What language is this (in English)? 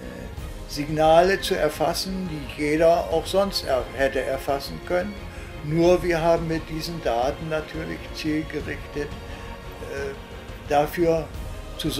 German